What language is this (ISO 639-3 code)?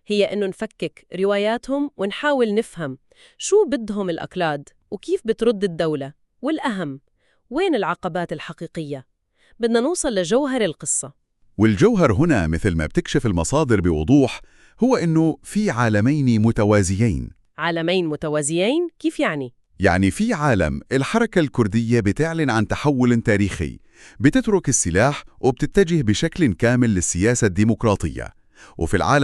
apc